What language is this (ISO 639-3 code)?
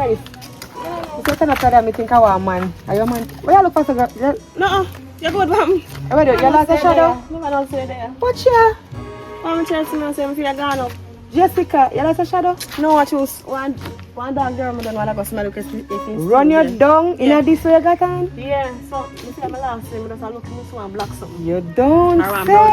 jam